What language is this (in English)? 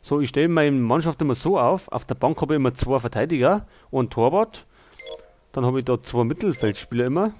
Bavarian